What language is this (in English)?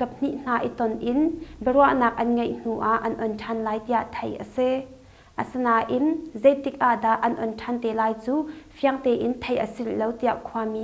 Hakha Chin